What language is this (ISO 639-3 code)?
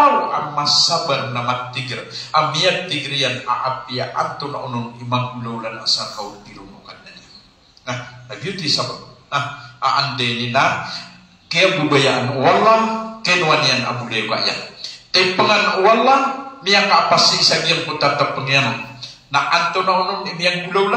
mrw